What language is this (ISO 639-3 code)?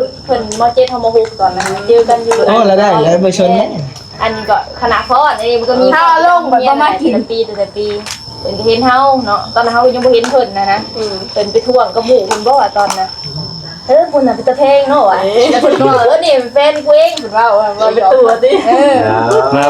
tts